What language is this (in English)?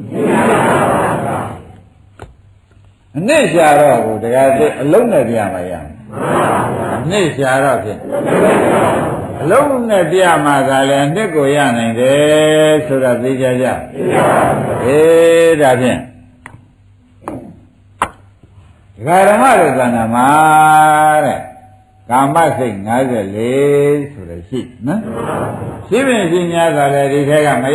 Burmese